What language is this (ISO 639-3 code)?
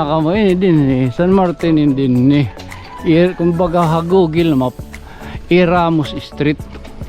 war